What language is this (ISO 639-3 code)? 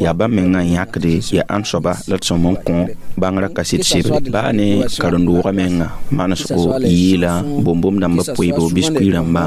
mos